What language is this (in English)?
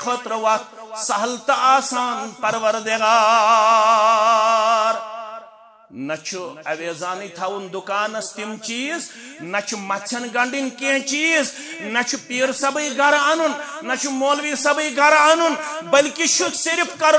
Kashmiri